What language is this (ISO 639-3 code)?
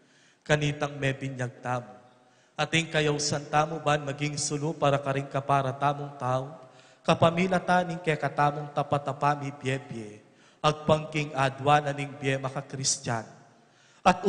pam